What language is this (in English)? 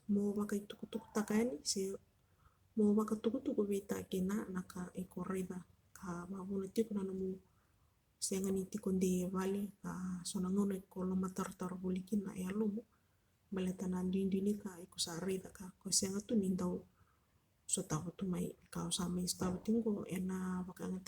Fijian